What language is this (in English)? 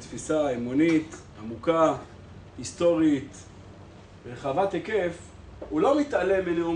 Hebrew